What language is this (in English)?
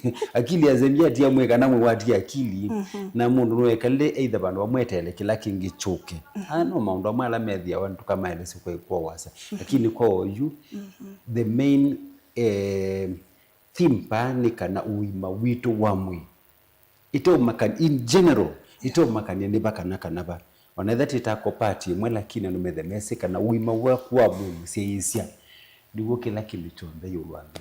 Kamba